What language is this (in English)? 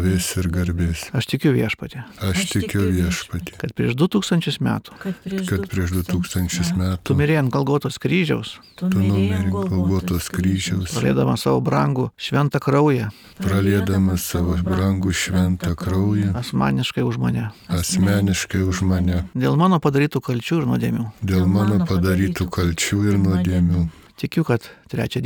Lithuanian